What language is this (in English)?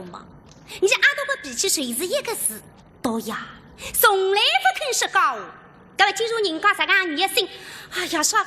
Wu Chinese